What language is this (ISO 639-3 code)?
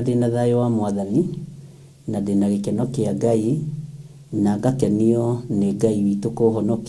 kik